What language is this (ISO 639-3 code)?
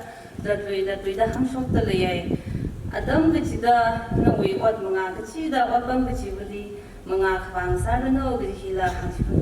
nmf